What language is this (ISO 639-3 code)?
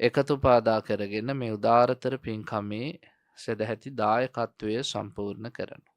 sin